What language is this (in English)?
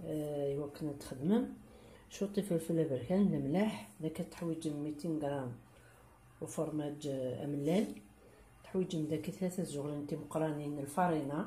Kabyle